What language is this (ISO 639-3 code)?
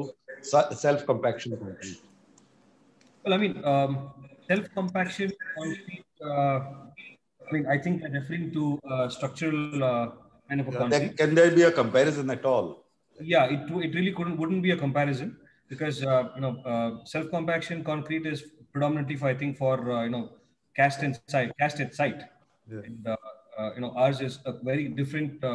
eng